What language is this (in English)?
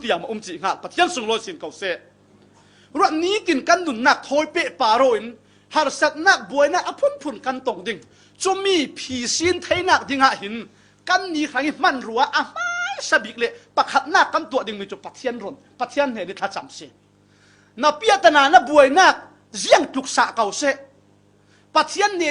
Falam Chin